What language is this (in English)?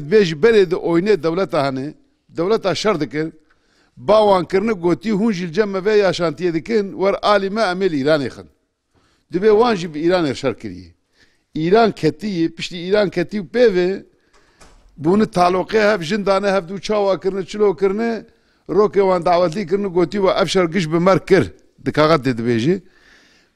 Kurdish